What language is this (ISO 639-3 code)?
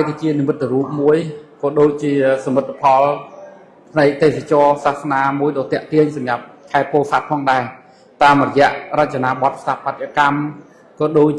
khm